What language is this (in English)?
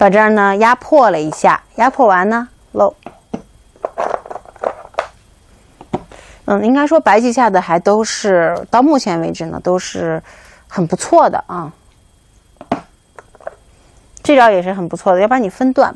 Chinese